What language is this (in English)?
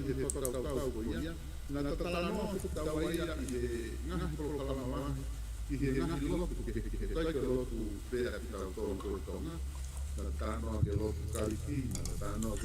Tongan